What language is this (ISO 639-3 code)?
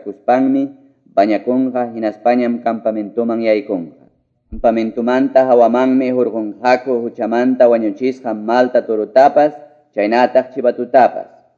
que